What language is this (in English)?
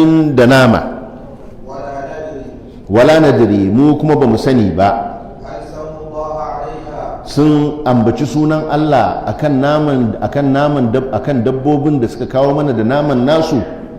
Hausa